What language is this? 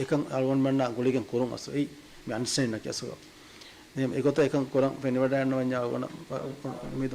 Divehi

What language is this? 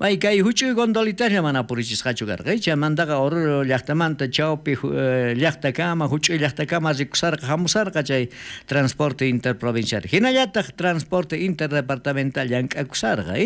South Bolivian Quechua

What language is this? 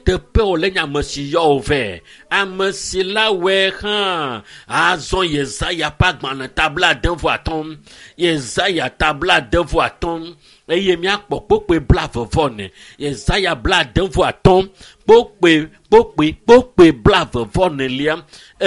Ewe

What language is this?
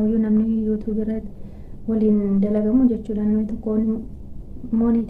Oromo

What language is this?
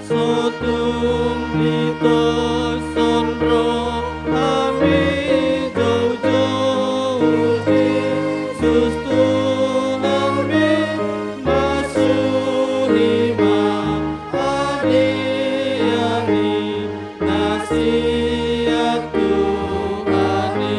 Batak Toba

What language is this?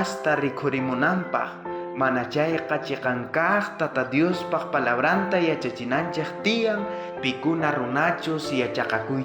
South Bolivian Quechua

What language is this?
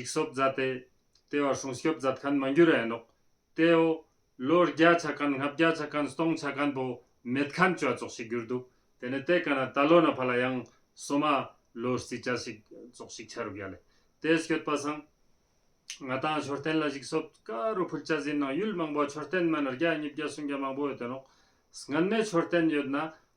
Ladakhi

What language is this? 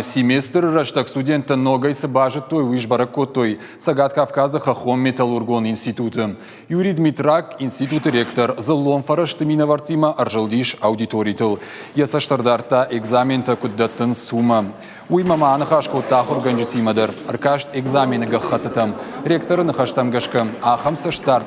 Ossetic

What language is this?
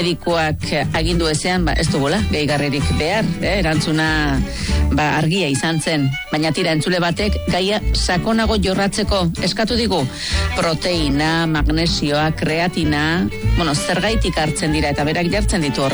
Basque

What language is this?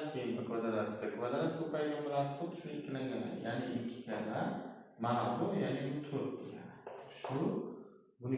Uzbek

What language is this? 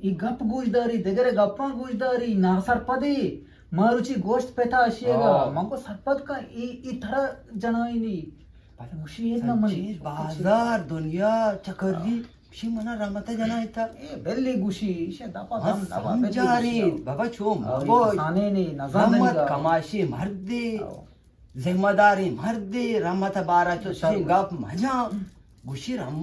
Eastern Balochi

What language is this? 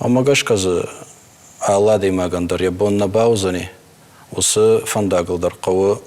Ossetic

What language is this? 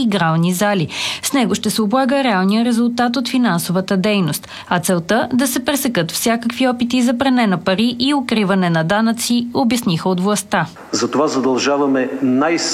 Bulgarian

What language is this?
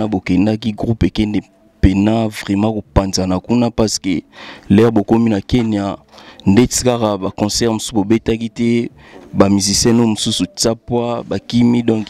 Lingala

